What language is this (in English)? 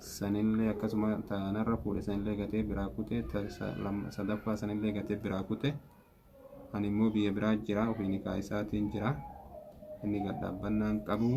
Oromo